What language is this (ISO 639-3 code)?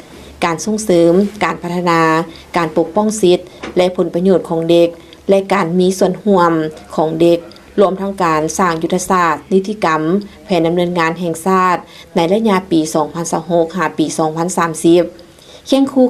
lao